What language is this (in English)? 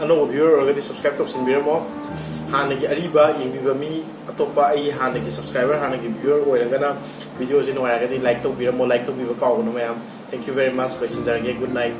Manipuri